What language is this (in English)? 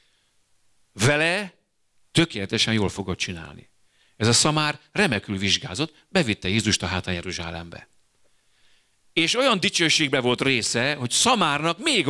Hungarian